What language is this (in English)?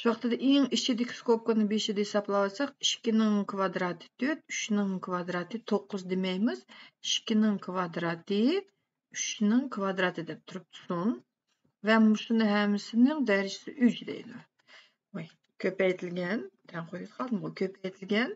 Uyghur